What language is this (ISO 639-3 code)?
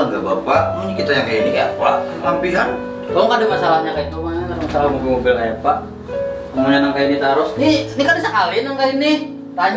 bjn